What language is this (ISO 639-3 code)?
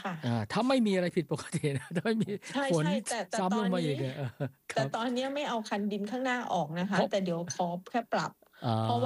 tha